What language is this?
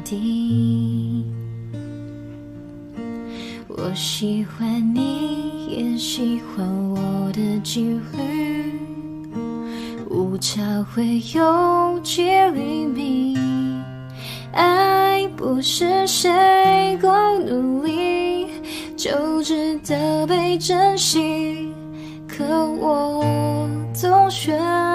Chinese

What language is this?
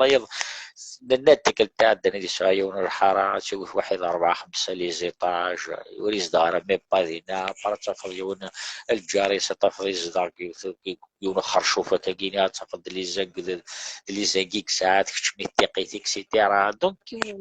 Kabyle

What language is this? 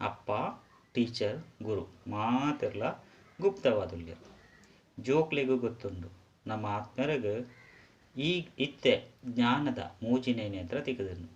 Tulu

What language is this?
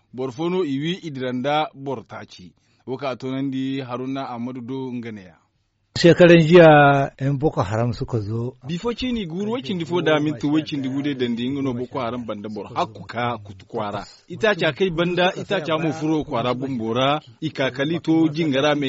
Zarma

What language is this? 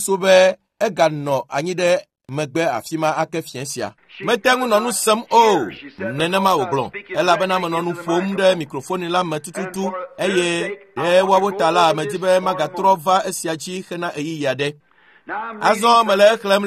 Ewe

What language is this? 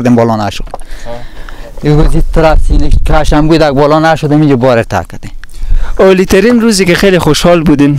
Persian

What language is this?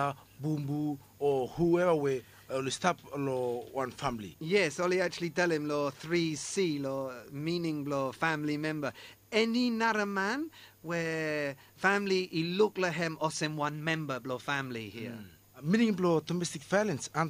Bislama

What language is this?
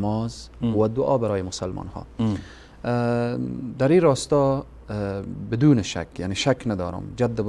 Persian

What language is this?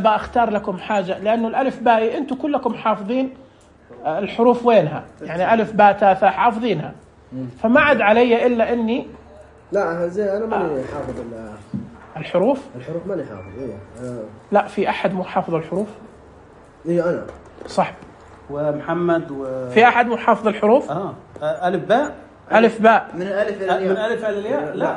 Najdi Arabic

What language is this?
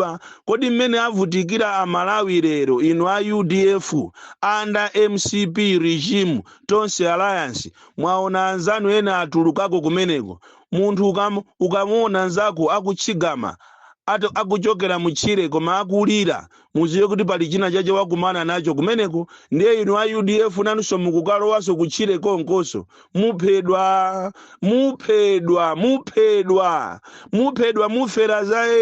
Nyanja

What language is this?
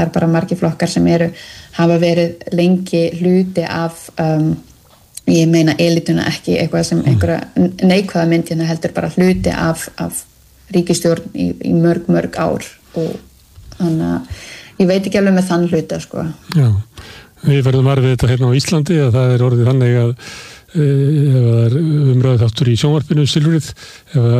Icelandic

